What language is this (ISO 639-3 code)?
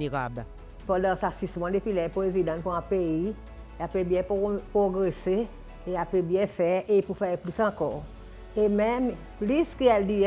crs